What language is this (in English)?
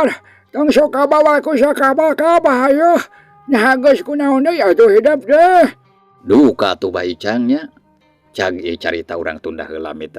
Sundanese